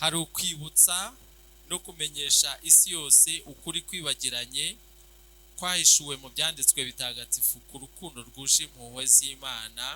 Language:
Kinyarwanda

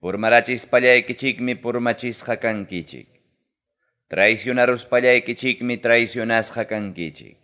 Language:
Ayacucho Quechua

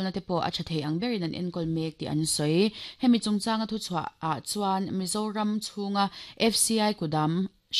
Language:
Mizo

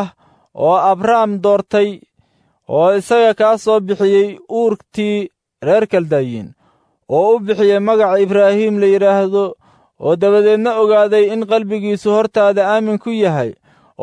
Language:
Somali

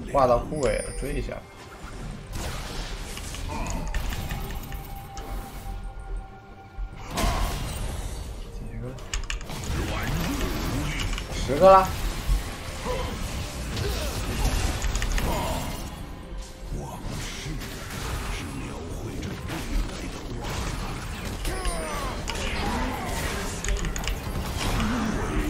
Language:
Chinese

